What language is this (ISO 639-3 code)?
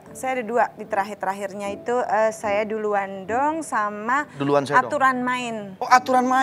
ind